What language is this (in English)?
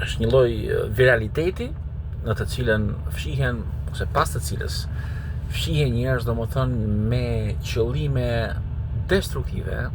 Albanian